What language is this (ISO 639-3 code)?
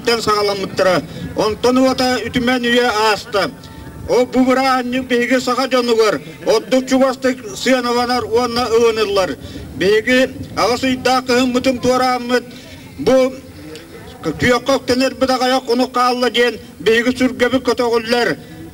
sah